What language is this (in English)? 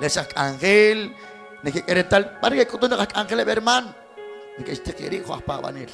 Kekchí